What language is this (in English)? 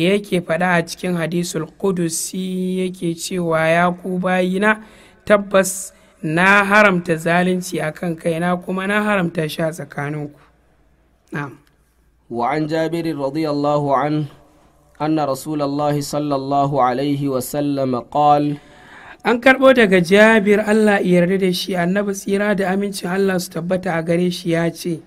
Hausa